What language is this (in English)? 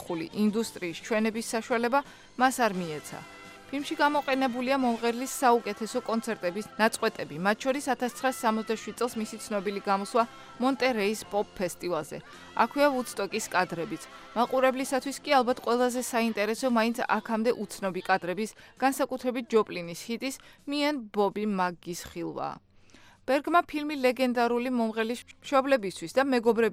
Georgian